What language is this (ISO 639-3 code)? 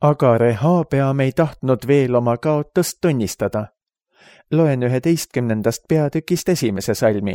est